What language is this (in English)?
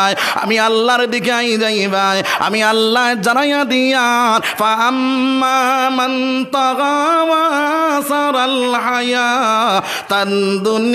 Sylheti